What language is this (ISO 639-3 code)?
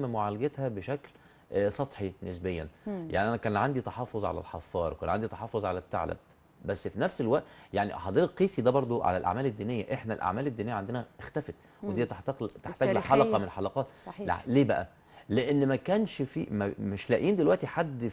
arz